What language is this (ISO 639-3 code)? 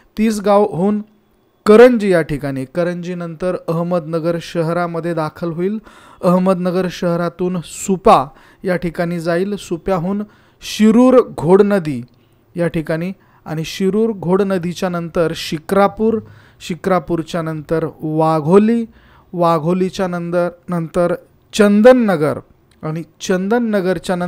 mar